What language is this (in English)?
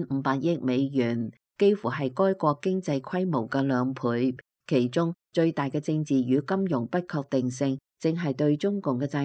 Cantonese